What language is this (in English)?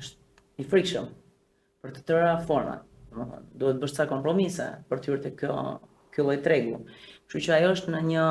Albanian